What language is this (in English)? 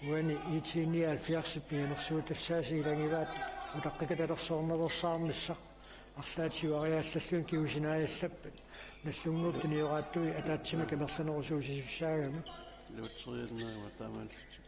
Kalaallisut